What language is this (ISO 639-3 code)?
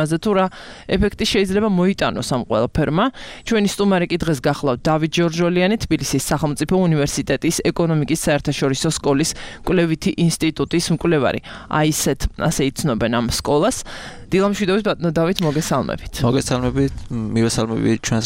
kat